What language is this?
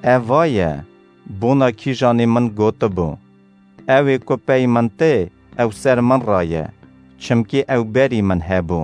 Kurdish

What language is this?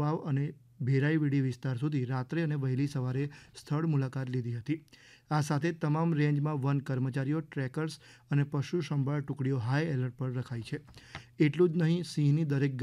Gujarati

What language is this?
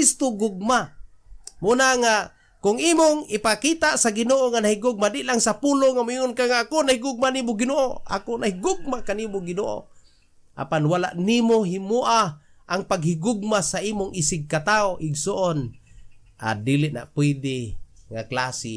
Cebuano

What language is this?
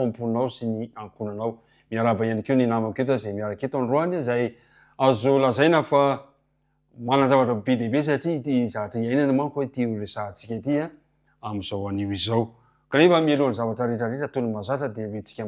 Malagasy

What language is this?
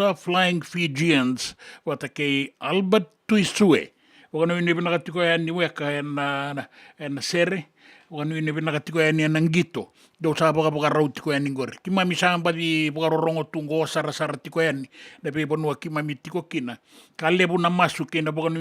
Fijian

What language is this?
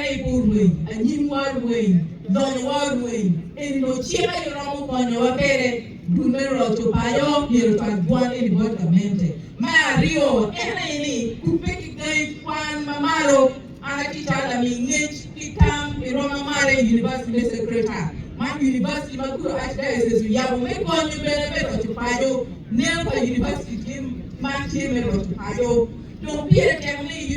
Acoli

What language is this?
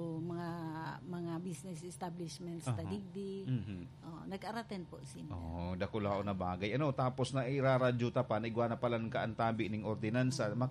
Bikol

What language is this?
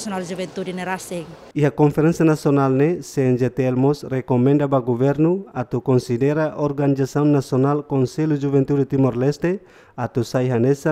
Tetum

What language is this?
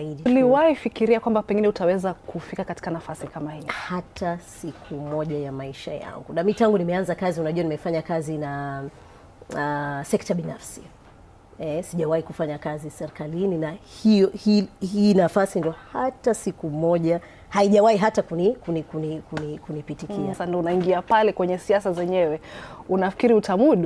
Swahili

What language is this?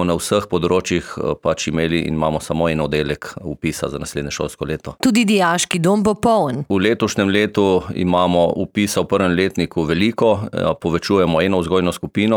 Slovenian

